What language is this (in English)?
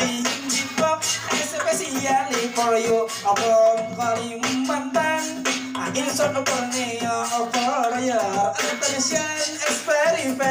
Banjar